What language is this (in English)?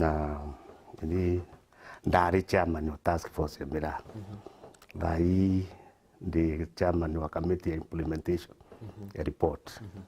Meru